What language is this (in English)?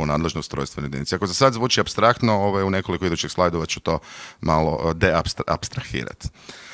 Croatian